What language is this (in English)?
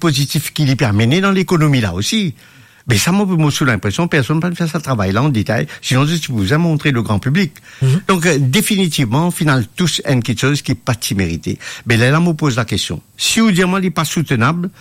Morisyen